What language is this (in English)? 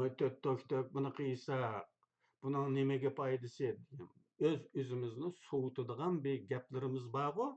Uyghur